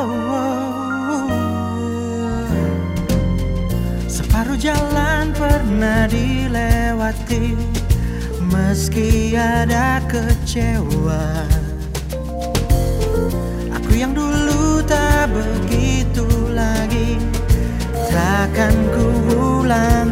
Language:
Indonesian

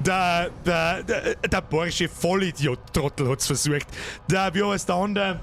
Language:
Bavarian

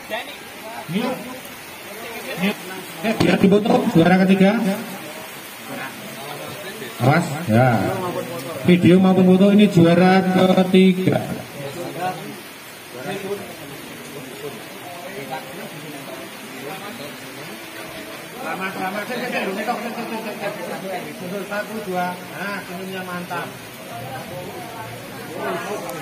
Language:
Indonesian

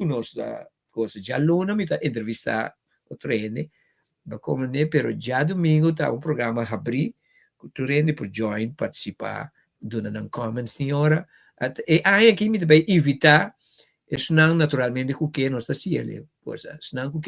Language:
Papiamento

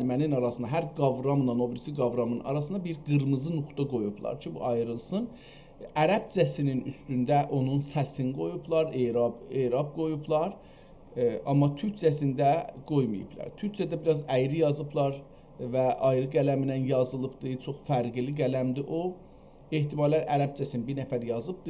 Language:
South Azerbaijani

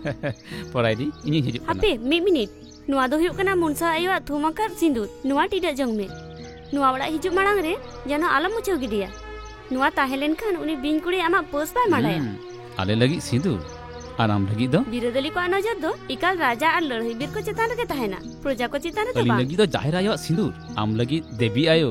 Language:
Santali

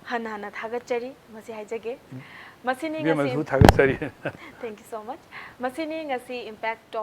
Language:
Manipuri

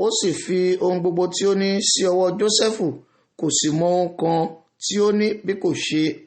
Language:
Yoruba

